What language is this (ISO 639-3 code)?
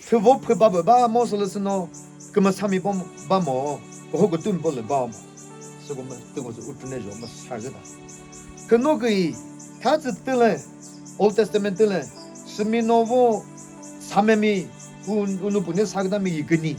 nri